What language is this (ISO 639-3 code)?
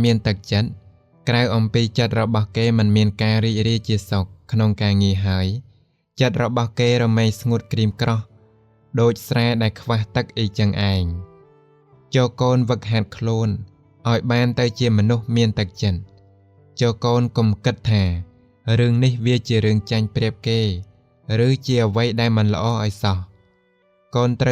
khm